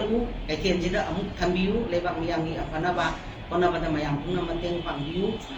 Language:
Manipuri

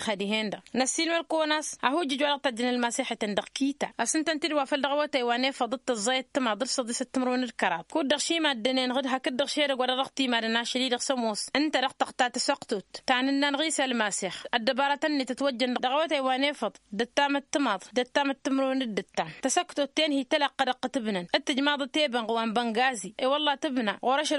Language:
Tamasheq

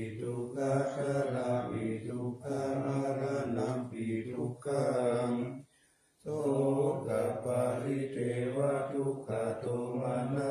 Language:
Pali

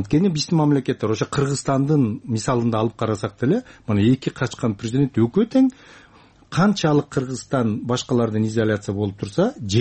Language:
Kyrgyz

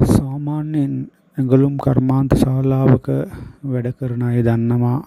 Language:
Sinhala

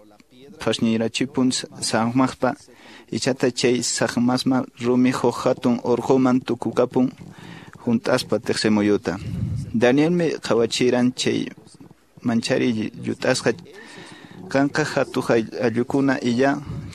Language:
Quechua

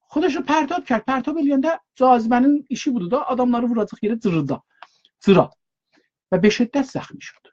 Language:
South Azerbaijani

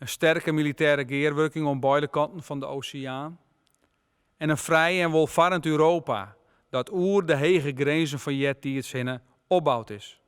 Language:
Western Frisian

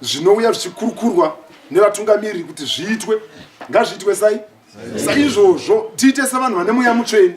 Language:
Shona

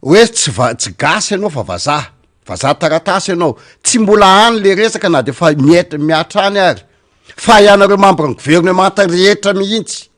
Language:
Malagasy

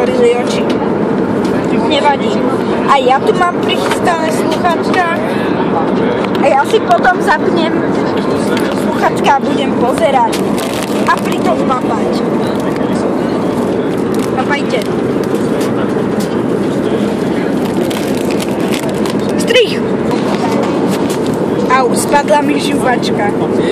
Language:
Slovak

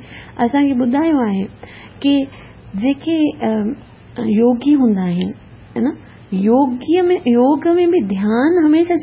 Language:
Sindhi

